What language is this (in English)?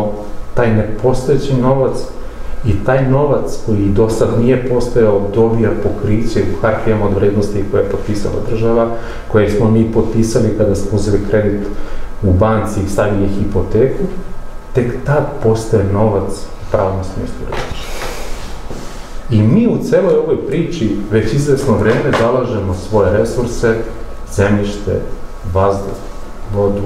Serbian